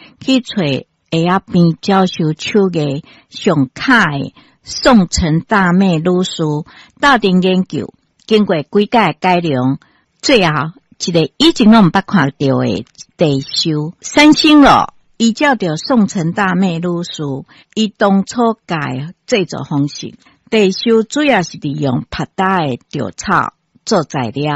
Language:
Min Nan Chinese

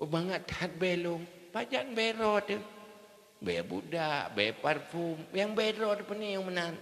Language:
Achinese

